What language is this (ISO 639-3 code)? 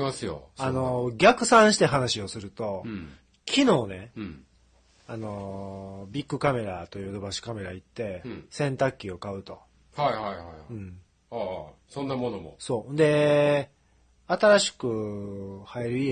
jpn